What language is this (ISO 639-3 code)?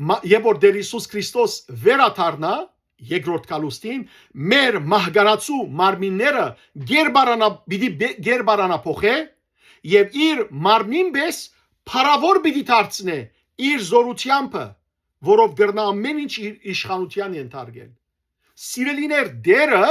hyw